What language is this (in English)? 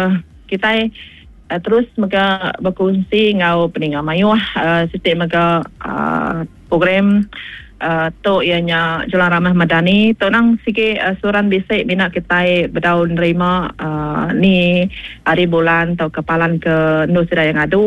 Iban